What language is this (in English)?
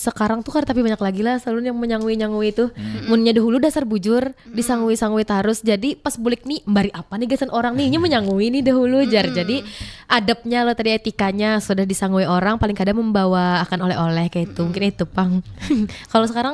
Banjar